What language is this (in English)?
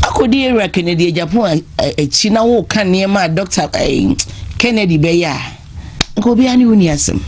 Akan